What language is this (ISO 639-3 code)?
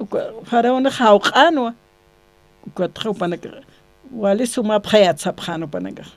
aym